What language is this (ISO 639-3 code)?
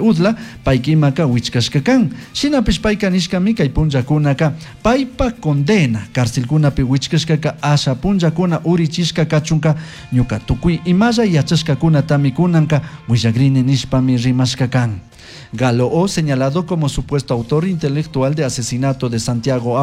qug